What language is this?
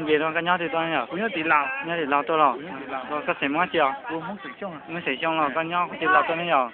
Hmong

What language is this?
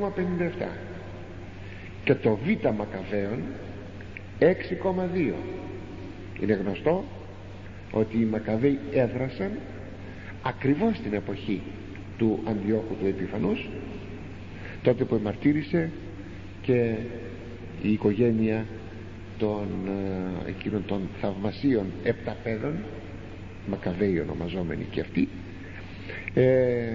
Greek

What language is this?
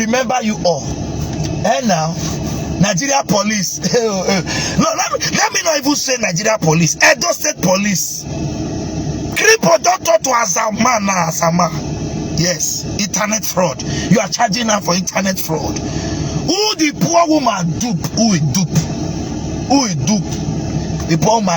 Nigerian Pidgin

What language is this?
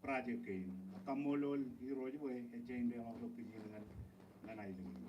Marshallese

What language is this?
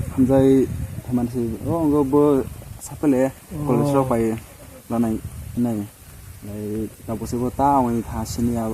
Kok Borok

